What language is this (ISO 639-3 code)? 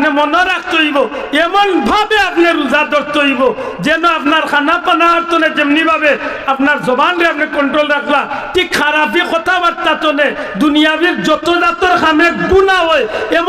syl